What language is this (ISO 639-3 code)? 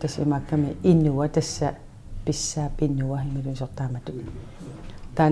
kal